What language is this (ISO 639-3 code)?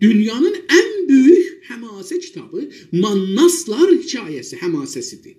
azb